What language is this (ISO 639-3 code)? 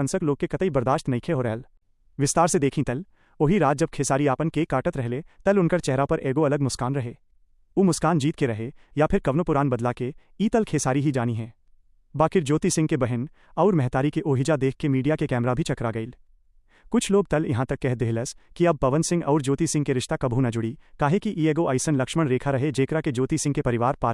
bho